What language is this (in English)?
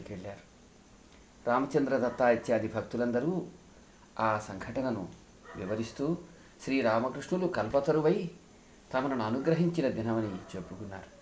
Telugu